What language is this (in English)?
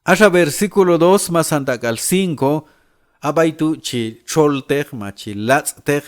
Q'anjob'al